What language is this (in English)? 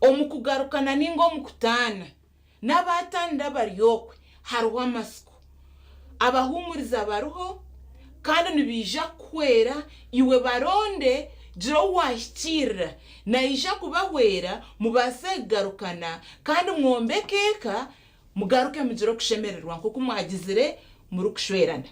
Nyankole